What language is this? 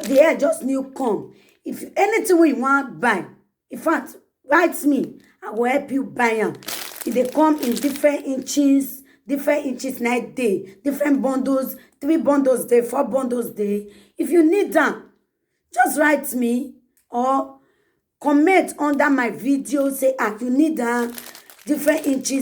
Nigerian Pidgin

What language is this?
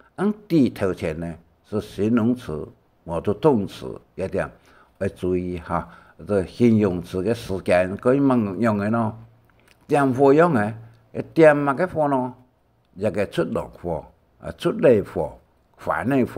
Hakka Chinese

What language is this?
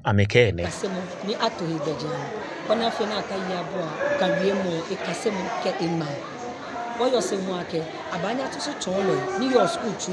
Ga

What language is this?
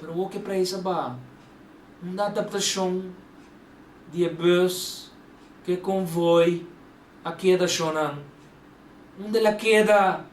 Papiamento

